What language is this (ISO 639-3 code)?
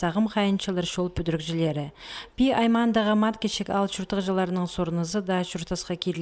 kjh